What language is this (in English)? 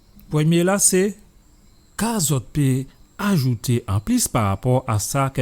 Guadeloupean Creole French